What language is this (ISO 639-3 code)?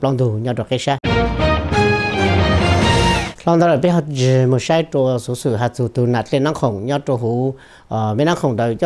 vie